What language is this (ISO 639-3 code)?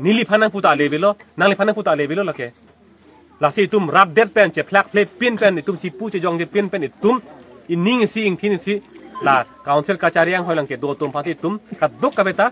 mjw